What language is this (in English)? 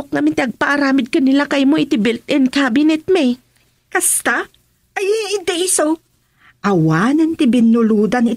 Iloko